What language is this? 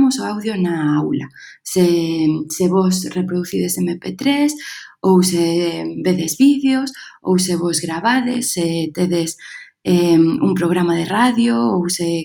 Galician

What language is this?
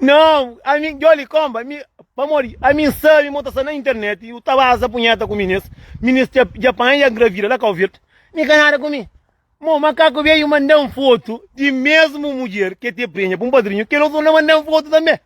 Kabuverdianu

